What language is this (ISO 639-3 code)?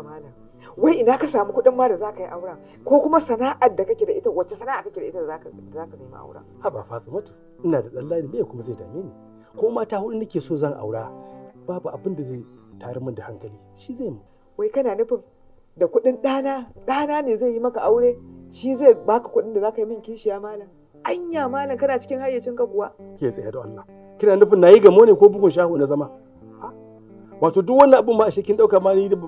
hau